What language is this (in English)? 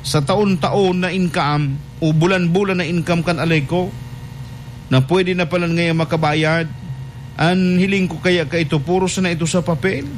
Bikol